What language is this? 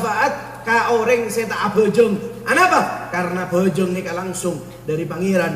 Madurese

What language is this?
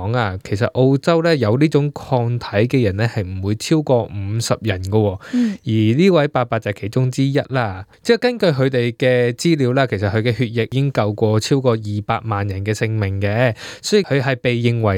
Cantonese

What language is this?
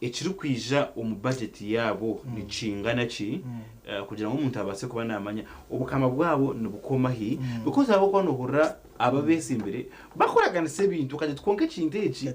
Nyankole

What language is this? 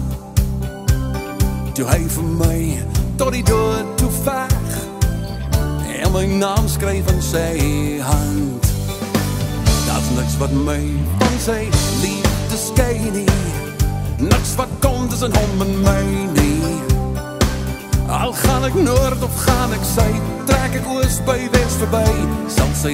Afrikaans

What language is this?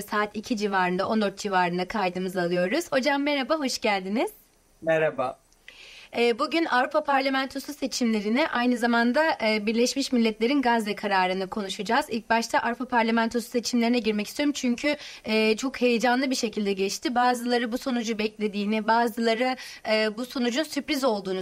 Turkish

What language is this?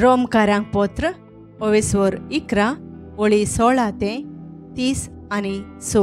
Konkani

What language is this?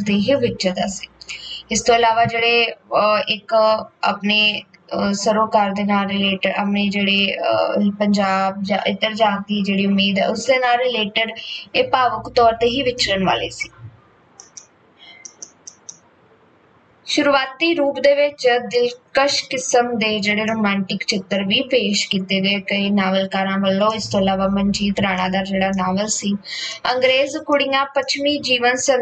Punjabi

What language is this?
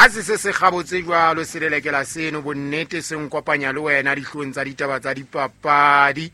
Southern Sotho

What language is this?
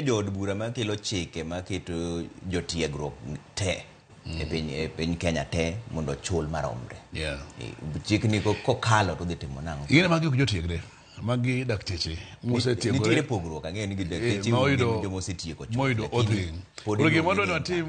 Luo (Kenya and Tanzania)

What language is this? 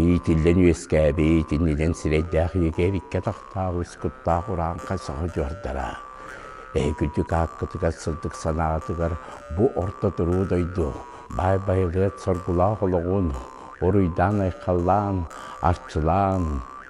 Yakut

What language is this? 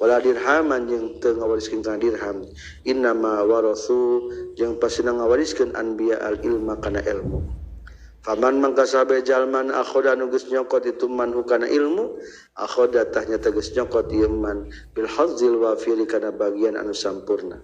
Sundanese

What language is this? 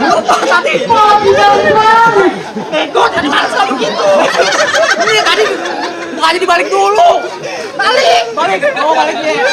Betawi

